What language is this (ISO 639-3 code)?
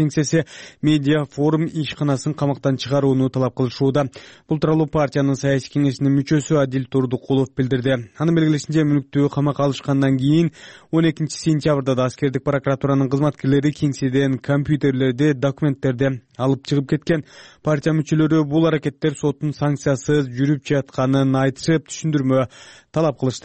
kir